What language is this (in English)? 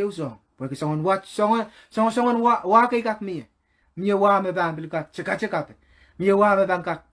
Pohnpeian